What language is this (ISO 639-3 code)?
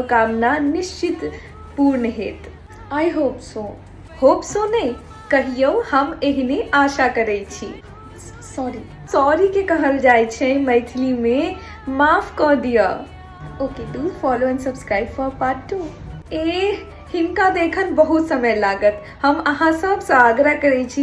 mai